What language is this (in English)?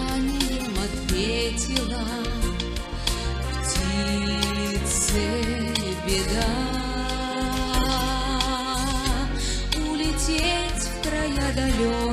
Russian